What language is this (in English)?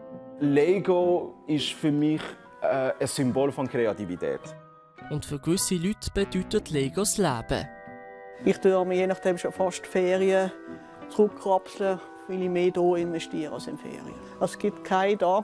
Swiss German